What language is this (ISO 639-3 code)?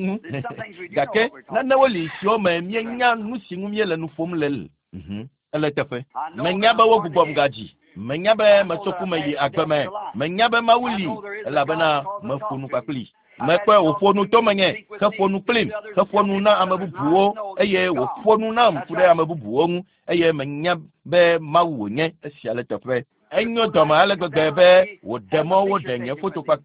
ewe